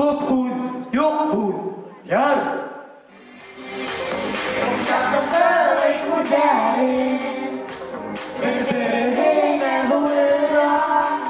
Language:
Bashkir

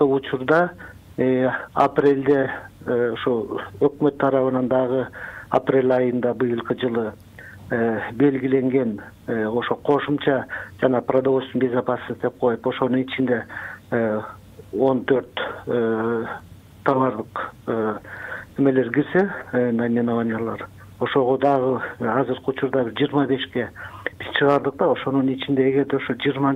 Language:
Kyrgyz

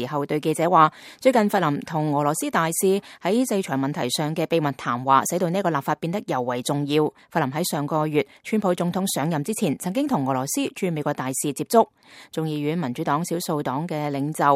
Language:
Cantonese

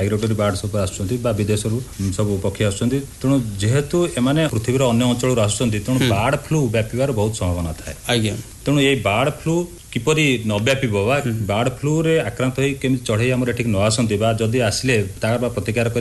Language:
Odia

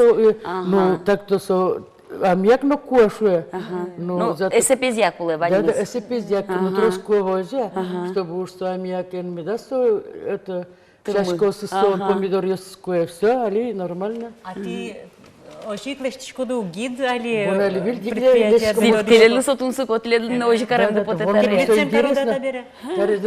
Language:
Udmurt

